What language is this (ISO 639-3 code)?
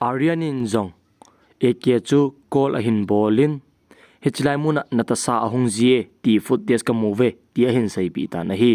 tcz